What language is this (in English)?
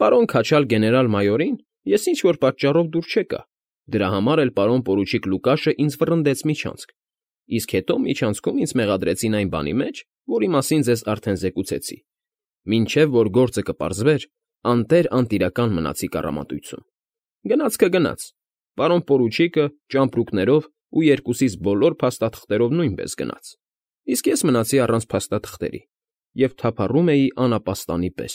Armenian